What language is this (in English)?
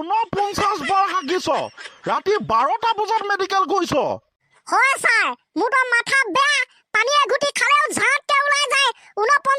Assamese